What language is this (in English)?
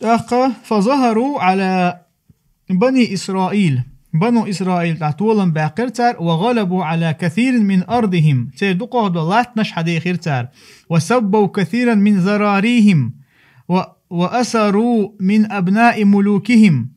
Chechen